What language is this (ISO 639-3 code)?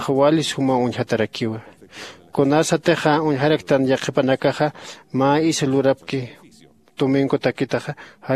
aym